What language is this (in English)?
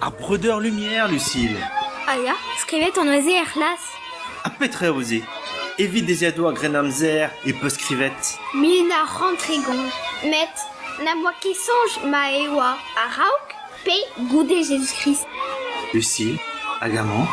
Breton